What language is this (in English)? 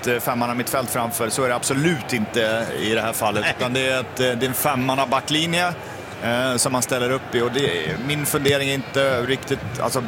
Swedish